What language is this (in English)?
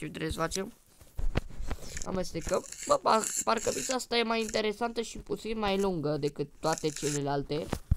Romanian